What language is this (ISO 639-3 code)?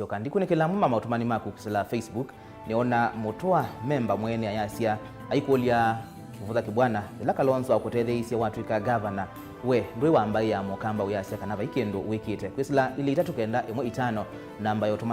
kam